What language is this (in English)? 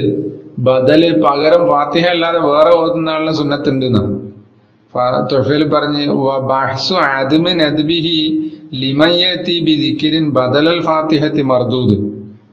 Malayalam